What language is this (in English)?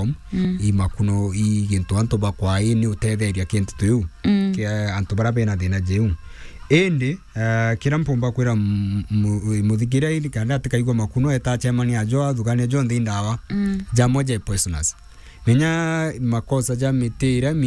Meru